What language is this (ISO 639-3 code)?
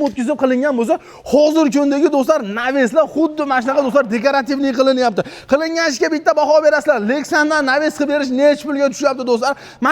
uzb